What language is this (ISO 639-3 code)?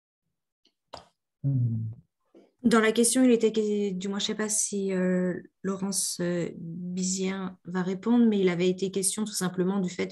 fra